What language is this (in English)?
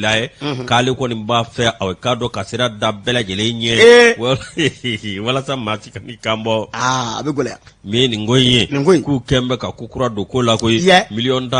Bambara